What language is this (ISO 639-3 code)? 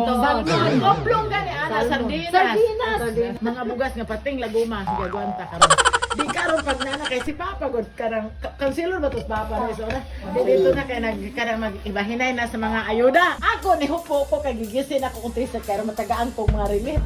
ceb